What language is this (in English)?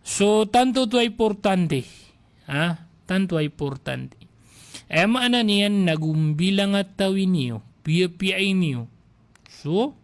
Maranao